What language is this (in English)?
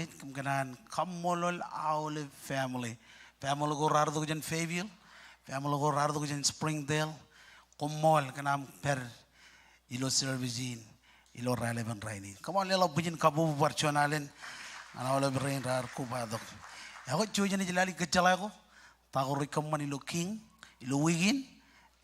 Marshallese